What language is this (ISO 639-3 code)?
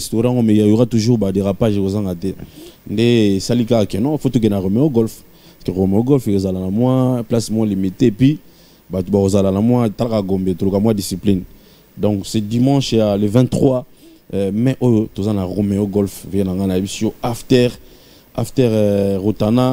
fra